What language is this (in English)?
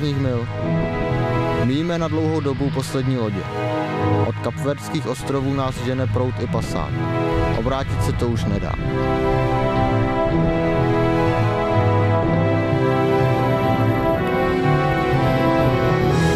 Czech